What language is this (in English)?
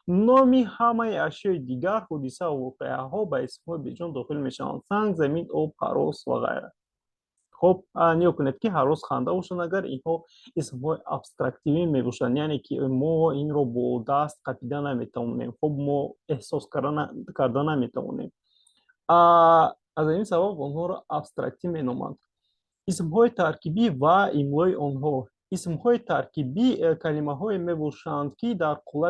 Tajik